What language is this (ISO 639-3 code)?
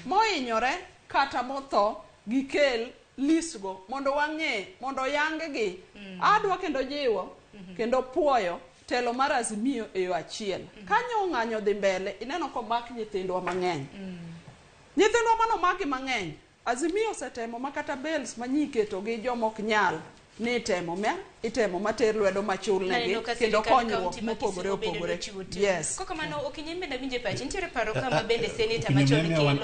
luo